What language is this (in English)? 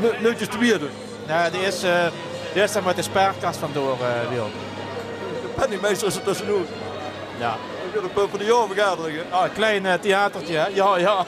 Limburgish